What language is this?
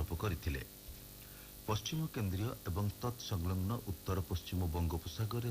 Odia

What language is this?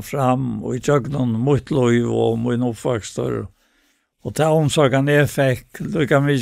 Faroese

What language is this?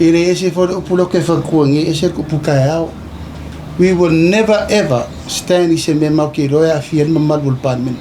Samoan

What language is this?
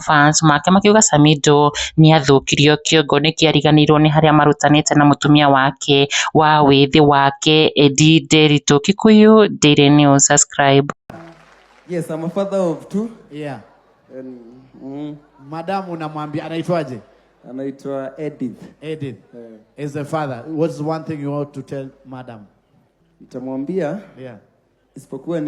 Kikuyu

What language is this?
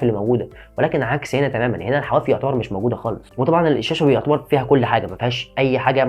Egyptian Arabic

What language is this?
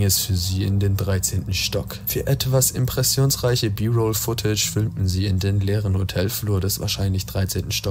German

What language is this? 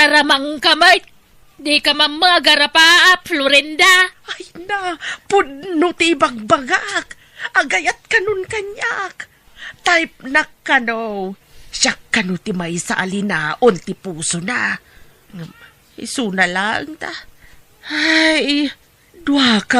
Iloko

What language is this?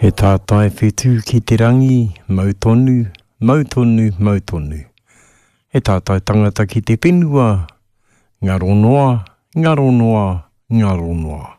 Māori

